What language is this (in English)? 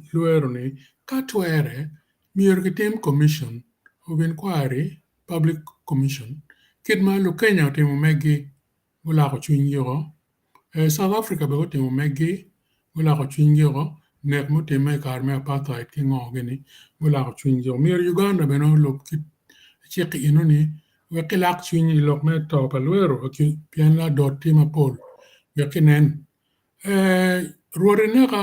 Acoli